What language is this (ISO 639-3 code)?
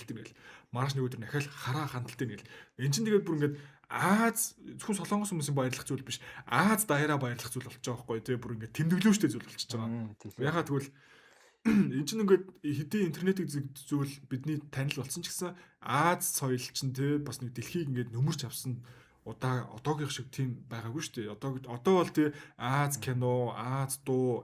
mon